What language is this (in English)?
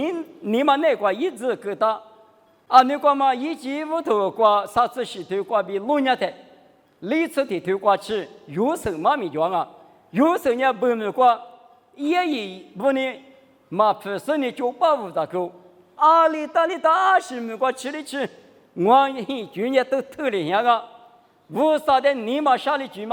Lisu